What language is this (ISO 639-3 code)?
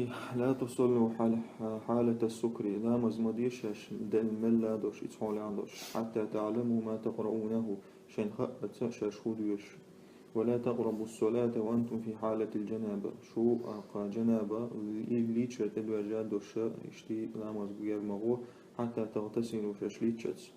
che